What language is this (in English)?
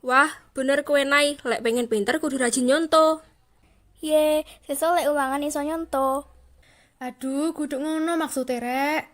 Javanese